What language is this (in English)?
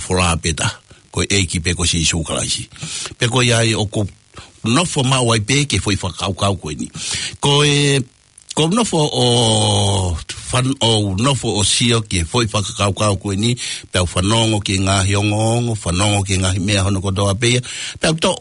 Tongan